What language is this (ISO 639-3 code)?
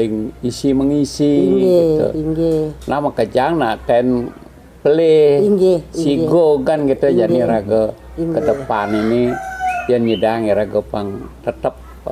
ban